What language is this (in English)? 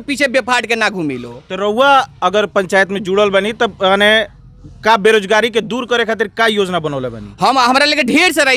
Bhojpuri